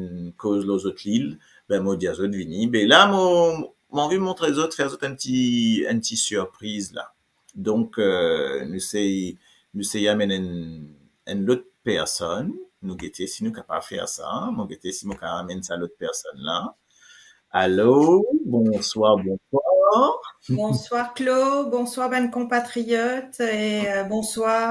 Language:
Morisyen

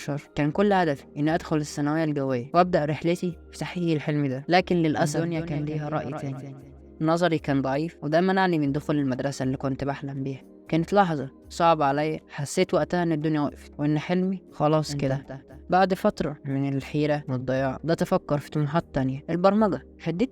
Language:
Egyptian Arabic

